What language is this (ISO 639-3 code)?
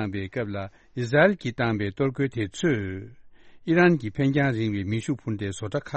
bod